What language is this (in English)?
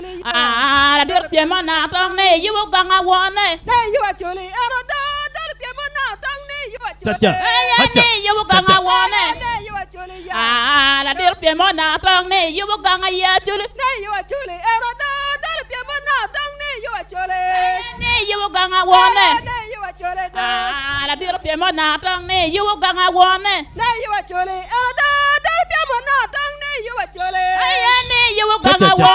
Acoli